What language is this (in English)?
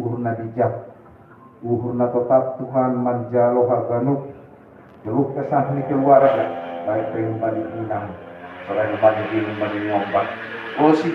Batak Simalungun